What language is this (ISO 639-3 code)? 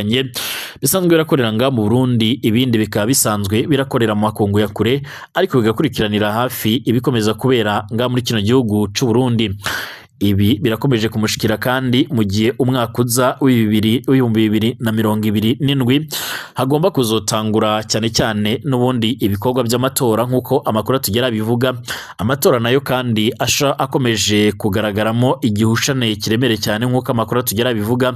run